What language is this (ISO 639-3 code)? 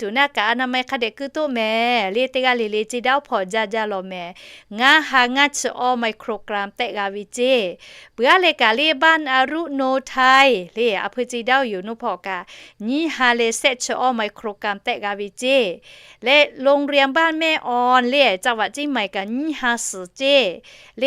lhu